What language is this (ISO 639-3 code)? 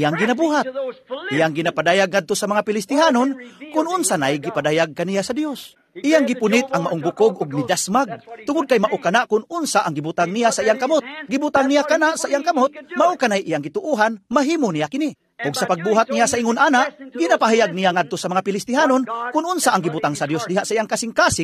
ceb